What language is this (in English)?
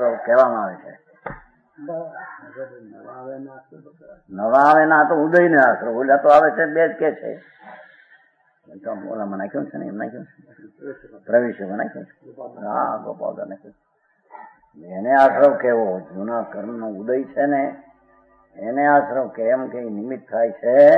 Gujarati